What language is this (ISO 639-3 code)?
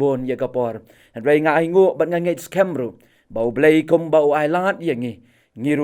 kha